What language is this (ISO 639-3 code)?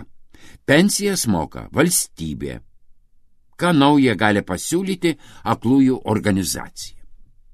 lit